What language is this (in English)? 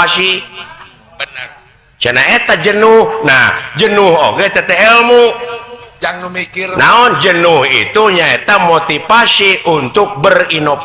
Sundanese